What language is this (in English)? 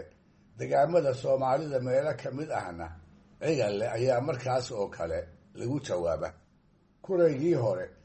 Somali